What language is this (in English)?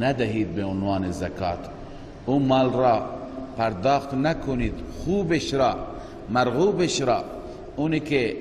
Persian